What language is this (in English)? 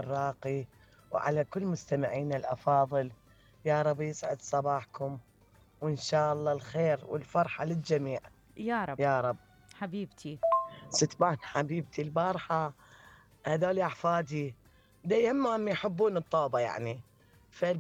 Mesopotamian Arabic